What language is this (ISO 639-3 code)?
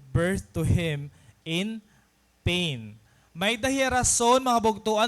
war